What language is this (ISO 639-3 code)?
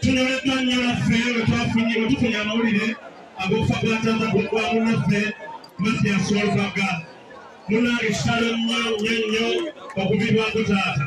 lug